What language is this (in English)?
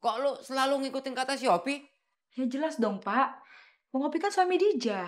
Betawi